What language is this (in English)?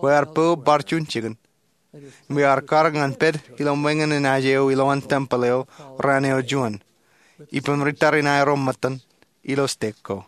Marshallese